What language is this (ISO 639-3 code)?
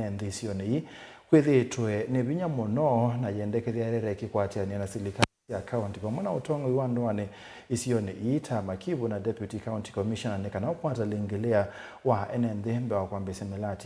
kam